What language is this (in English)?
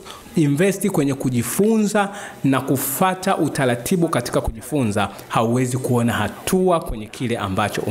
Swahili